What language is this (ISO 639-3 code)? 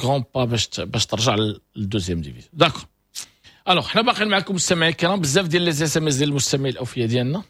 ary